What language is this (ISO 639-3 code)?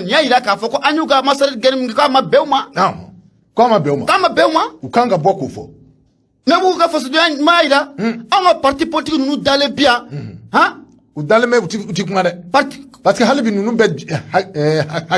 bam